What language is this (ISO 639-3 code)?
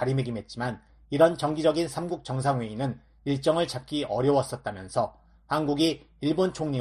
kor